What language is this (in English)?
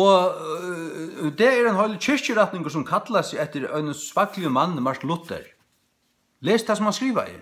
Faroese